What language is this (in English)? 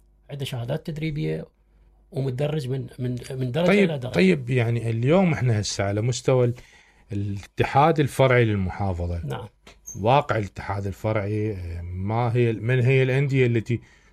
Mesopotamian Arabic